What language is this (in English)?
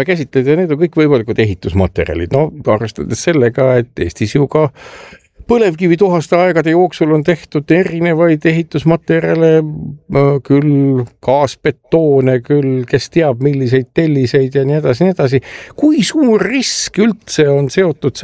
Estonian